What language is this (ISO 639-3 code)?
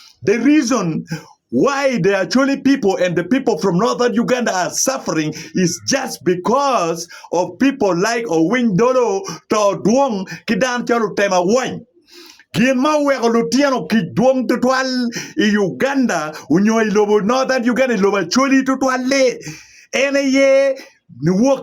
ach